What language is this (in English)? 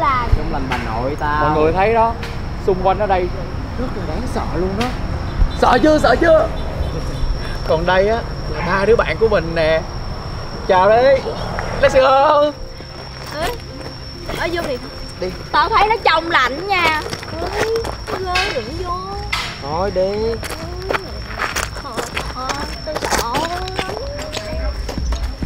Vietnamese